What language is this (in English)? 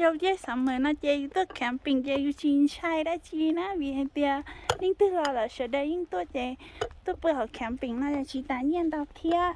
Hmong